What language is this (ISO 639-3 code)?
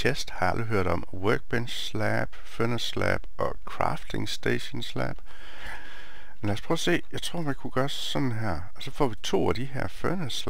dan